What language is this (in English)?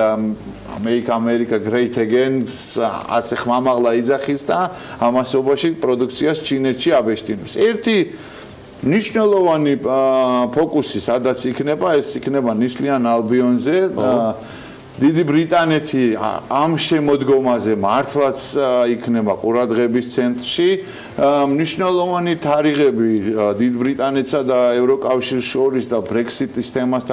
Georgian